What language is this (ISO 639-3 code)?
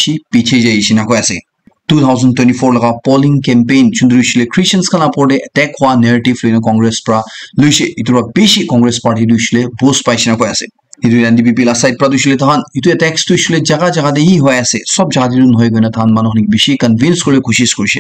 nag